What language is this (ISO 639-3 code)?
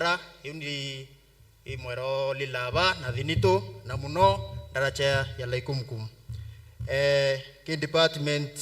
mer